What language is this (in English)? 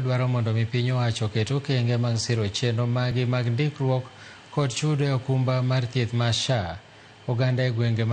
Luo (Kenya and Tanzania)